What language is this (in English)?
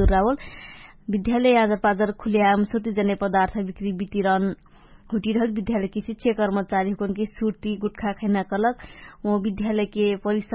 Dangaura Tharu